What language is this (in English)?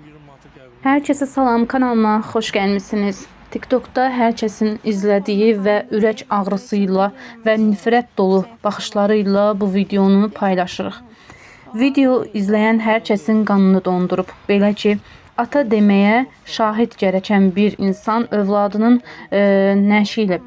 Azerbaijani